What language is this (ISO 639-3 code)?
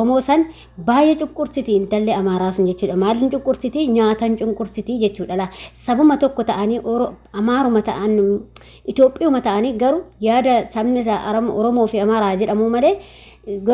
orm